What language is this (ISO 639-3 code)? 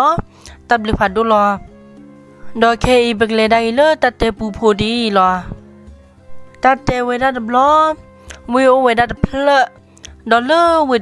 ksw